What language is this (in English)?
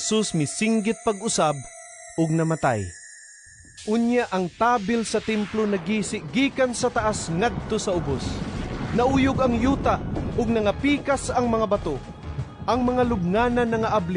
Cebuano